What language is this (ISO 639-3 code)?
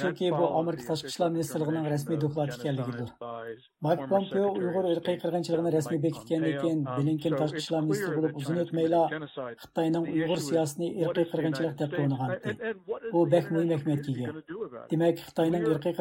uig